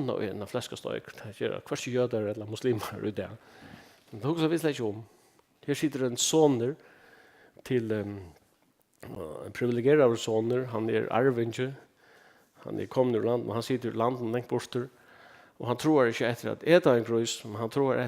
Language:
Faroese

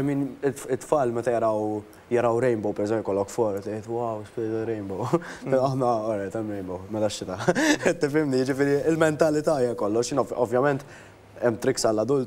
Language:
Maltese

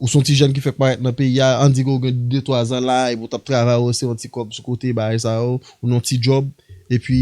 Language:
Haitian Creole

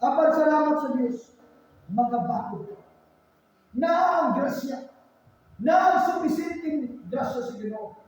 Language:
Cebuano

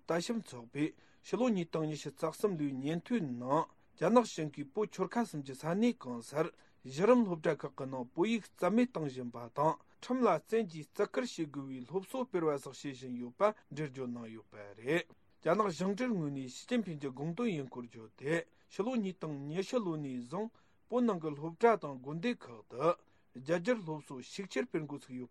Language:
Tibetan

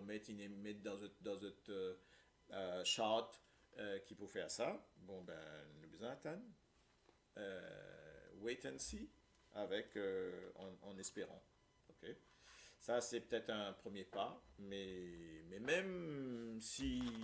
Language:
Morisyen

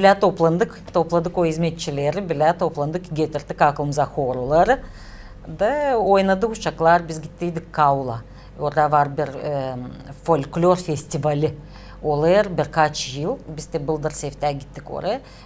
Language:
Gagauz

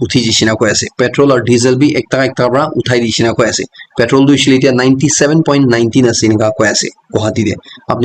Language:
Naga Pidgin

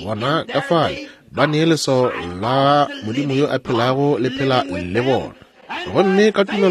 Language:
Northern Sotho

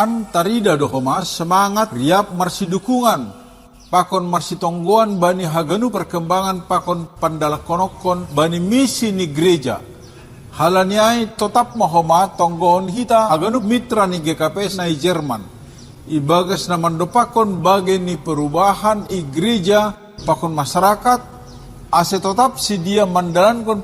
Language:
Batak Simalungun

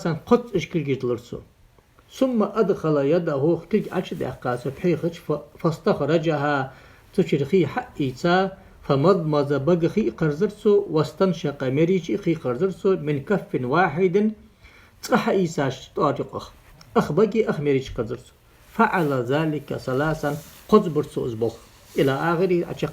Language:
Ingush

